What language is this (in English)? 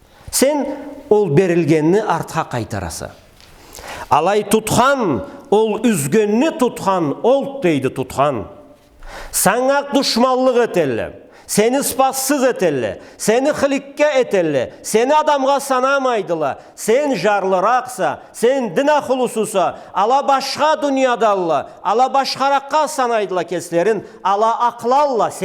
Karachay-Balkar